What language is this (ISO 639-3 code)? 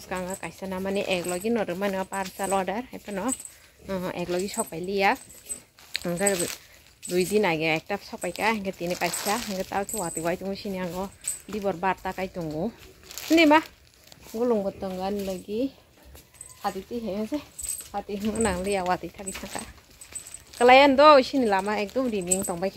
trp